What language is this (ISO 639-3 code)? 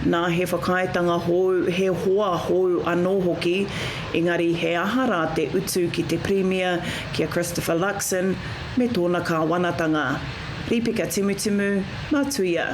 mri